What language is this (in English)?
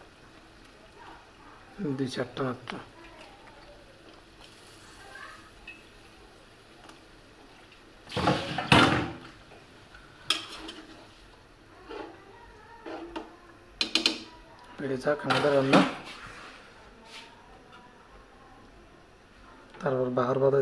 Bangla